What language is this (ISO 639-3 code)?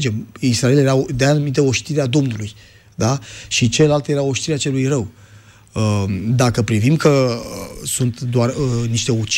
ron